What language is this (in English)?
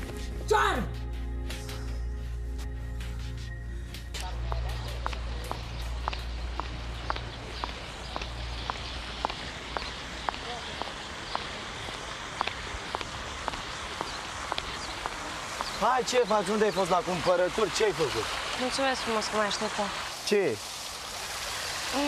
Romanian